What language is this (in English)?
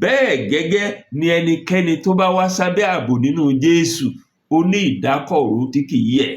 Yoruba